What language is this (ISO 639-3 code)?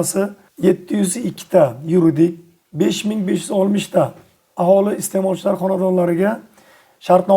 uzb